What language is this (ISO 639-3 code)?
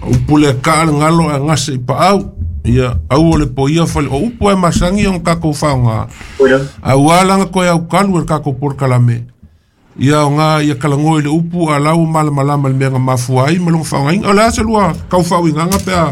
smo